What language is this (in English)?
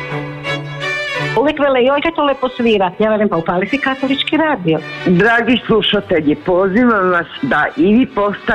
Croatian